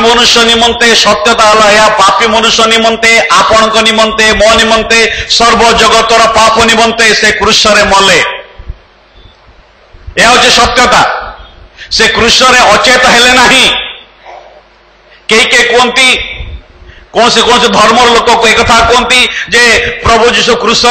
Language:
Odia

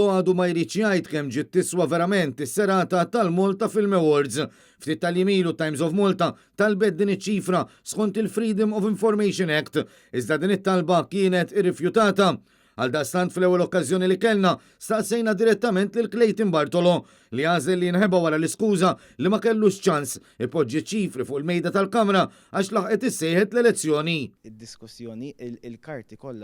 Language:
Maltese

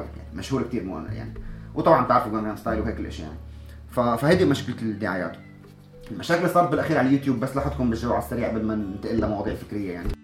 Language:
North Levantine Arabic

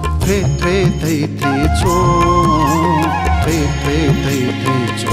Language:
Newari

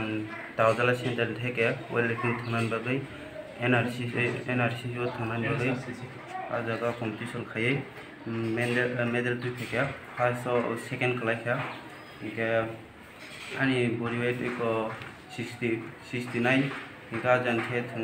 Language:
Kok Borok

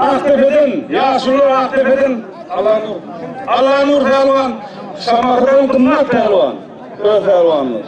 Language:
Turkmen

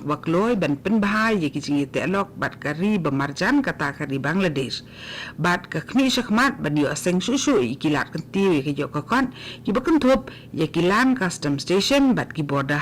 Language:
Khasi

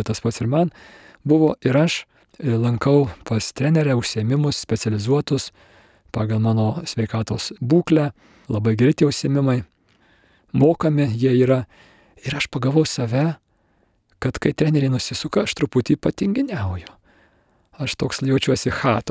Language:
Lithuanian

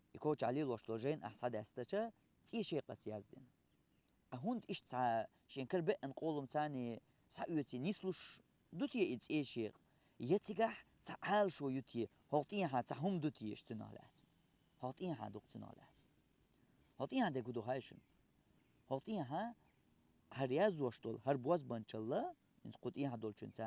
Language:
Chechen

